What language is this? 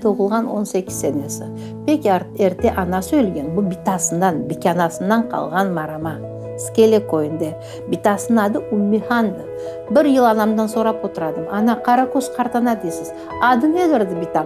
Crimean Tatar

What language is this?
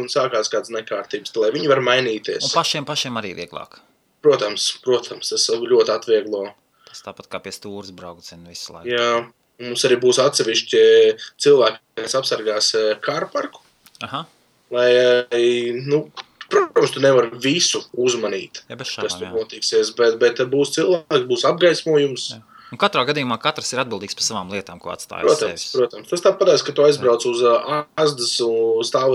Latvian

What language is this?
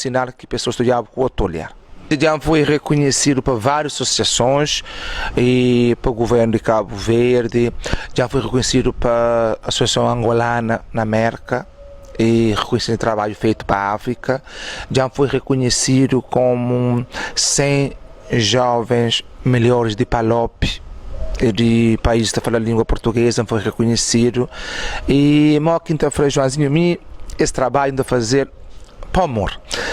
Kabuverdianu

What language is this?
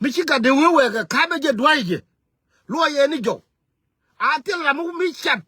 Nuer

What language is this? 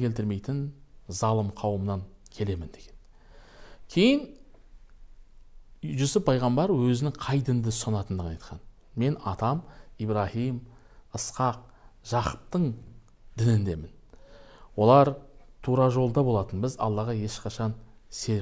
Kazakh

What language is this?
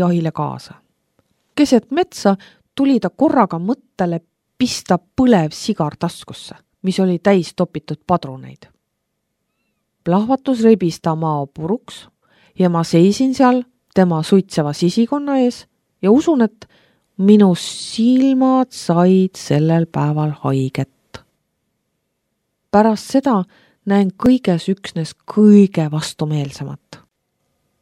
Estonian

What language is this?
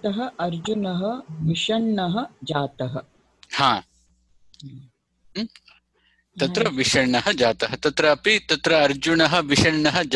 Sanskrit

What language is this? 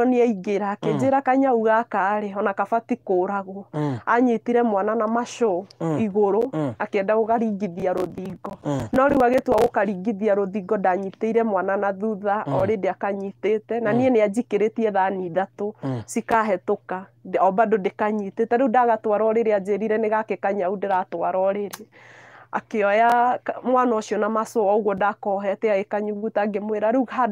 Kikuyu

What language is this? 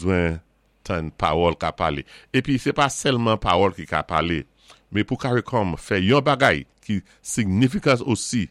Saint Lucian Creole French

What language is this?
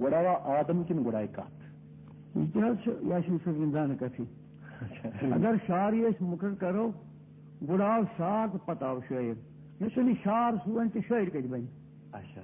Kashmiri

